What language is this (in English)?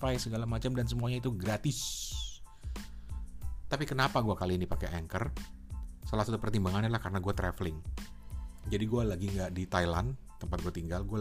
Indonesian